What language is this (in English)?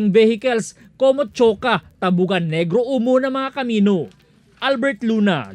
Chavacano